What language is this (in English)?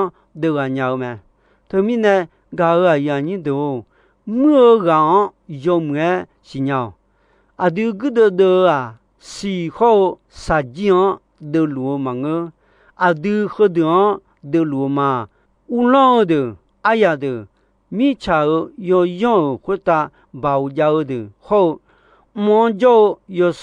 Akha